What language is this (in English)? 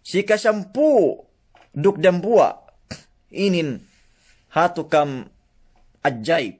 Yakan